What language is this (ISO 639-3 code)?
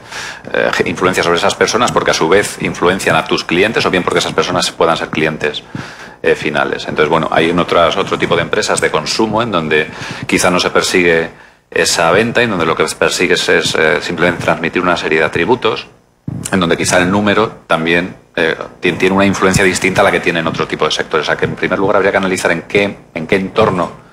spa